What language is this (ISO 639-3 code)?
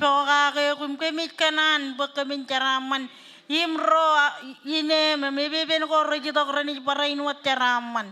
mah